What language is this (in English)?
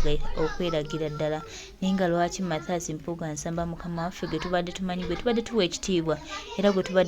Ganda